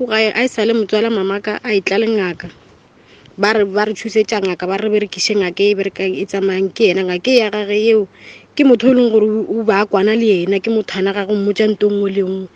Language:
Northern Sotho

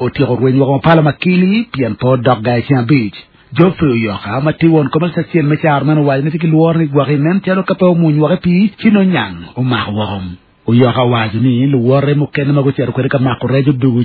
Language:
Acoli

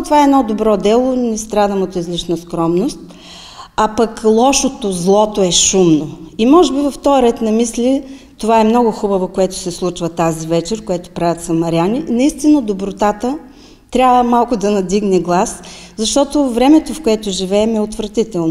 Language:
Bulgarian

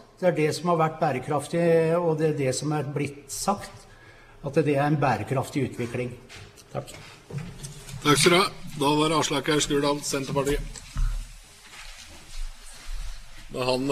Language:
Norwegian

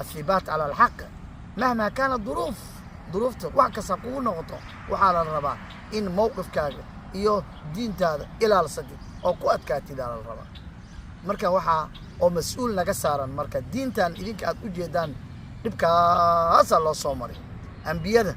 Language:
Somali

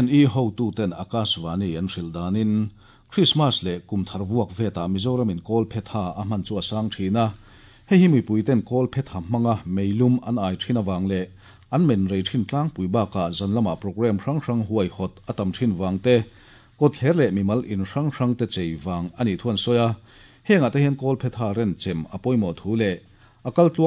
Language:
Mizo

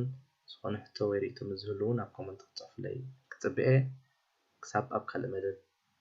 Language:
Tigrinya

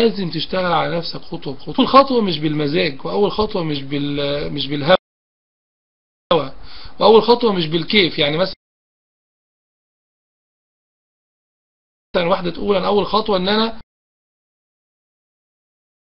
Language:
Egyptian Arabic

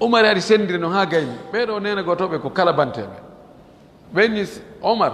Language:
Fula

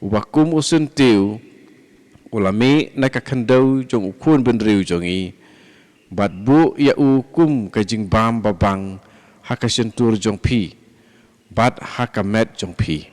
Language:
Khasi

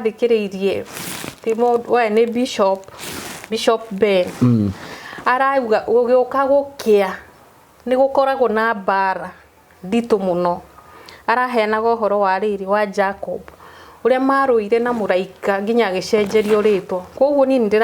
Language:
Kikuyu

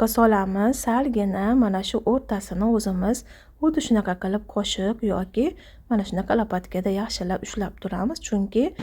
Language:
Uzbek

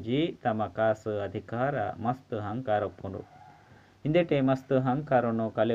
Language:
Tulu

